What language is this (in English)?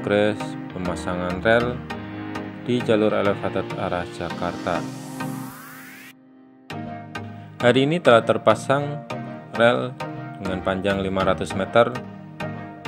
Indonesian